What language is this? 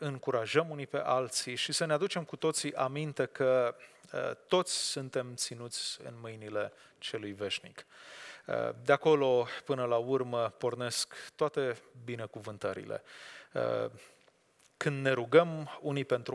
Romanian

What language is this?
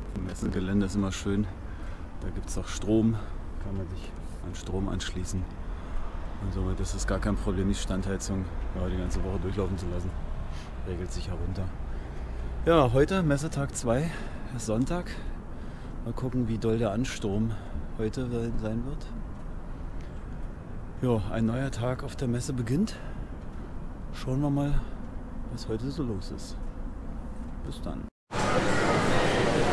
German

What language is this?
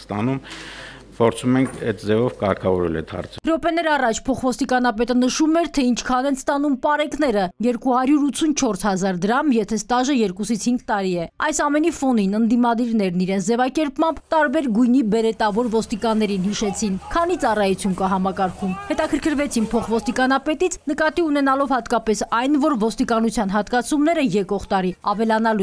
Armenian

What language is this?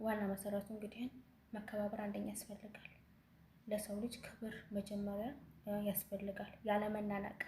Amharic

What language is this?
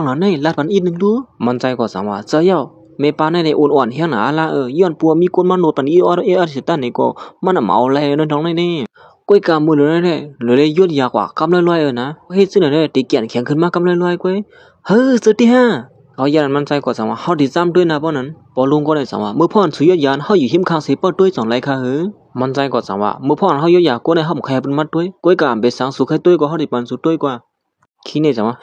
Shan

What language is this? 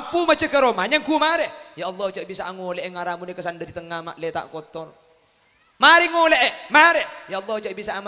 Madurese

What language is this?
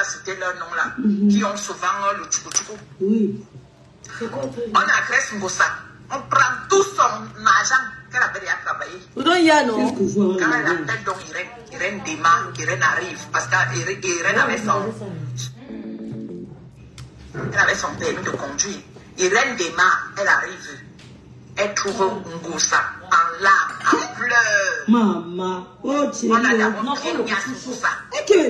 French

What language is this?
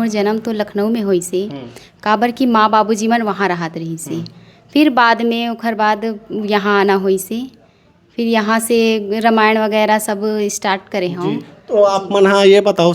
Chhattisgarhi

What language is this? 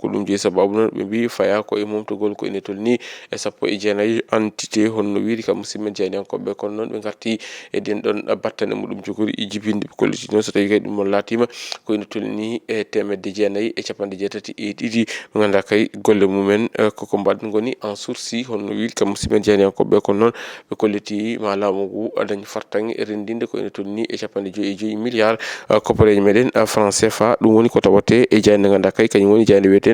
Fula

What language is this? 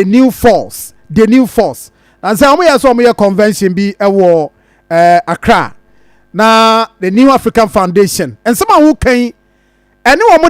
Akan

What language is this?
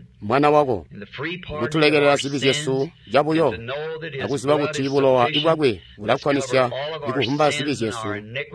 Tonga (Zambia)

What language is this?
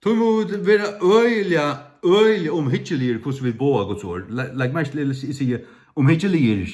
Faroese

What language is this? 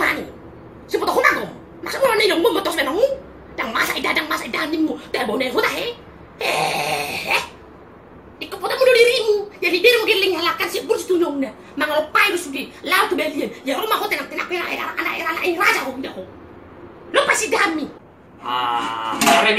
Batak Toba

